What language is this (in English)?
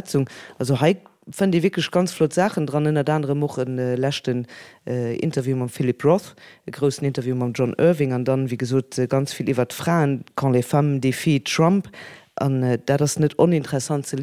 Luxembourgish